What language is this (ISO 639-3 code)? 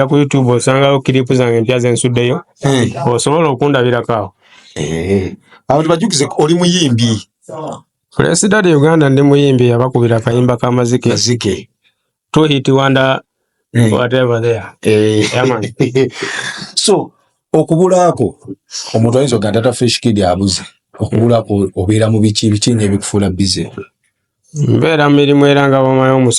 lug